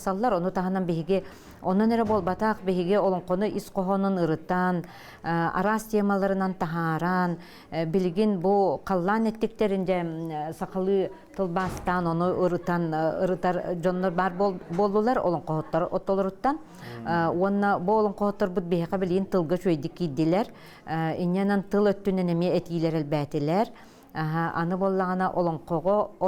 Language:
Yakut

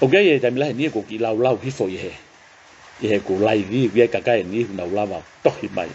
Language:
Tongan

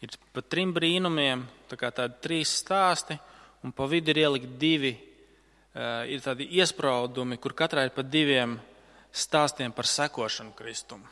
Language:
Latvian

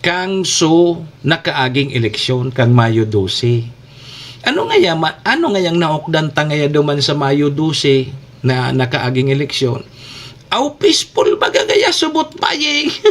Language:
Bikol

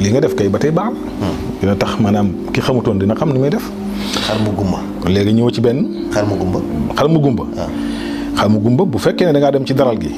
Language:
Wolof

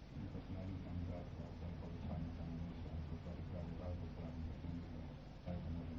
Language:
Croatian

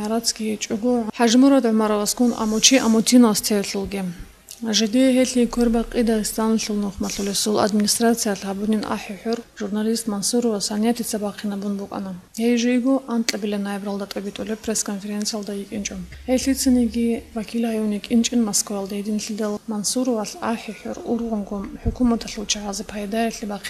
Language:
Avaric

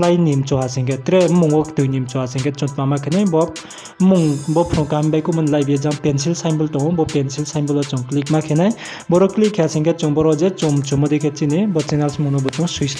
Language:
Riang (India)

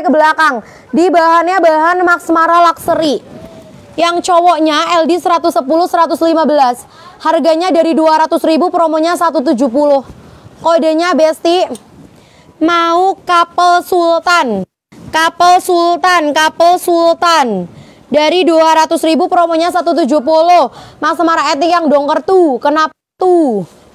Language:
Indonesian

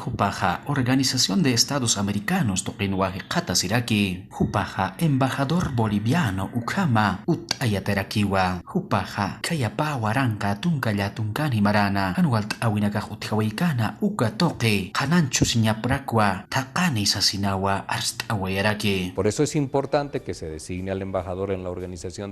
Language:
Aymara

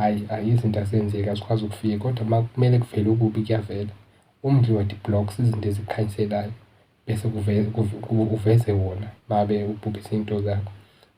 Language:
Zulu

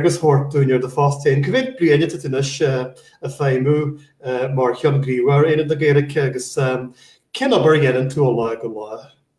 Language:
Irish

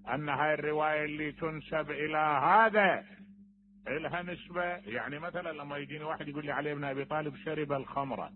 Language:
Mesopotamian Arabic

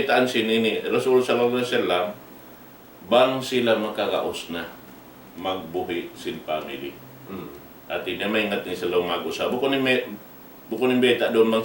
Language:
Tausug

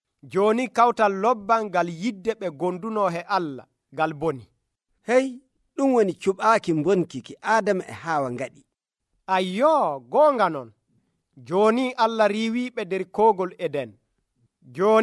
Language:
Nigerian Fulfulde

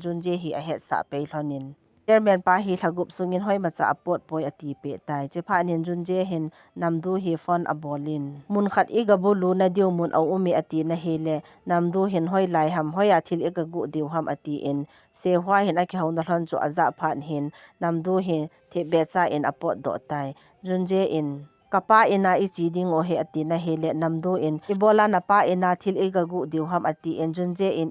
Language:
Thado Chin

